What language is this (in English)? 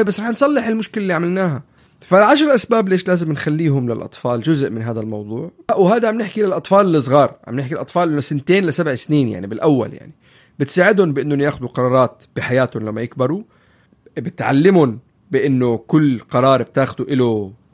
North Levantine Arabic